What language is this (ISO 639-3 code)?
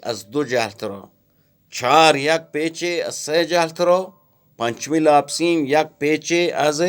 bgp